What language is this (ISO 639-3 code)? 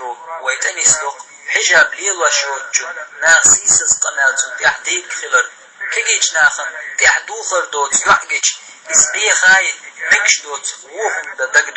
che